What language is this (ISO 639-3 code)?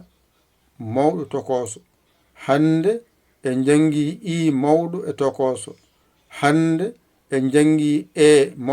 ful